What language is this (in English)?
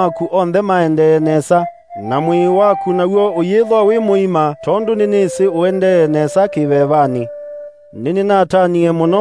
Kamba